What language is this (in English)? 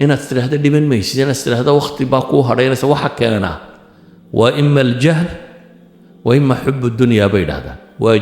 Somali